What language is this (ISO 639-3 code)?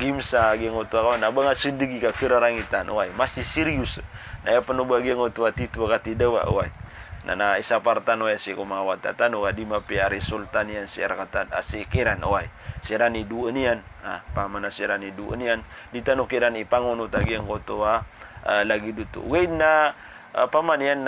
mrw